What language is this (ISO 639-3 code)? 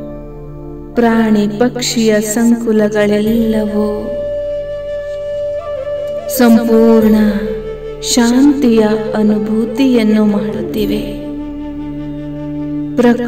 kan